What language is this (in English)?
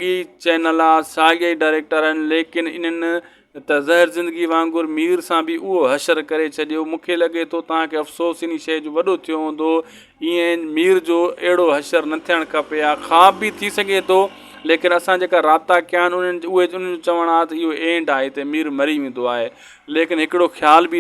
Sindhi